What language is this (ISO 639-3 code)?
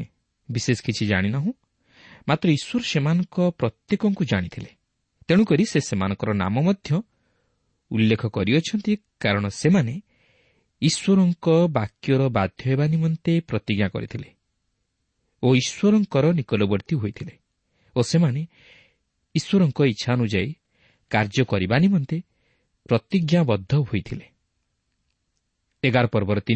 ori